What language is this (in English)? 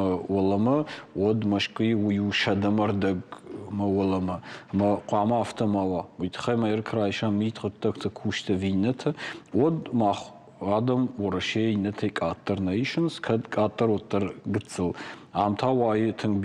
Ossetic